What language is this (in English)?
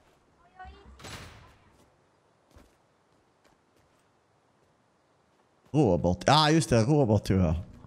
Swedish